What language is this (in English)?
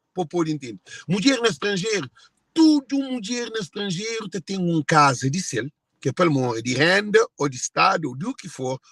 Kabuverdianu